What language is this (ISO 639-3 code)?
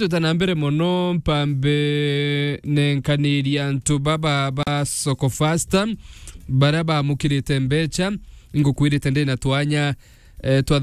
mer